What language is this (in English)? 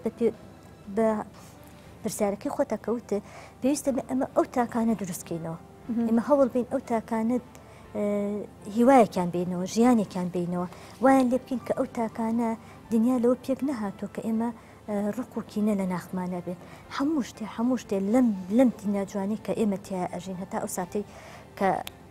Central Kurdish